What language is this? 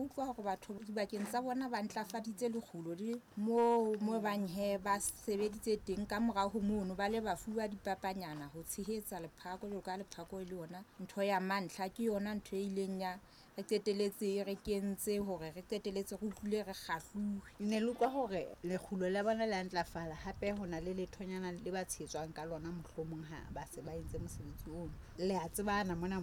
Southern Sotho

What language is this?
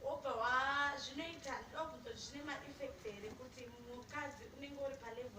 Shona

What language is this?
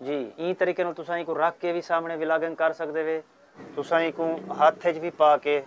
Saraiki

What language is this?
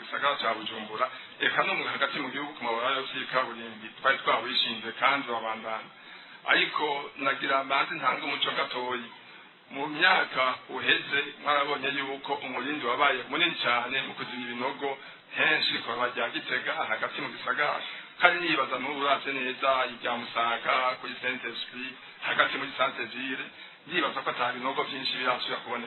Rundi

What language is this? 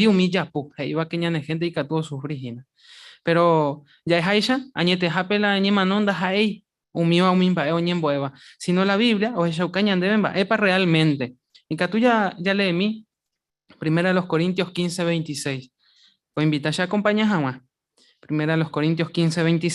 Guarani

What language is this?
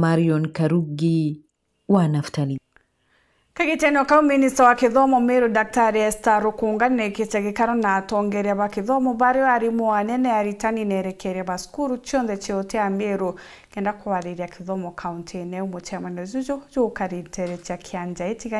Meru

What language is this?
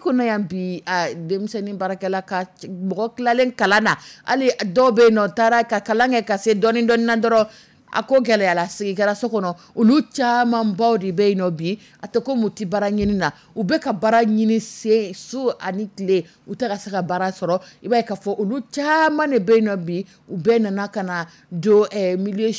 Dyula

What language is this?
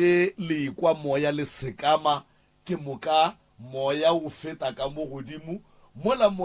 Northern Sotho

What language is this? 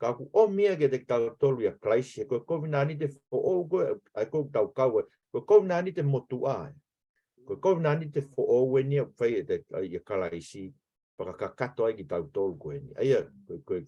Tongan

